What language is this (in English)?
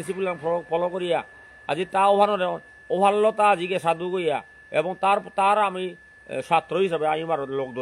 Bishnupriya